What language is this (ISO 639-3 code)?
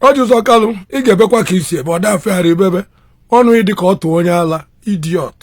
ibo